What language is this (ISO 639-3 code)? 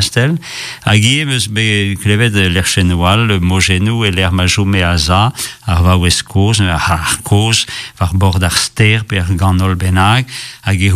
bre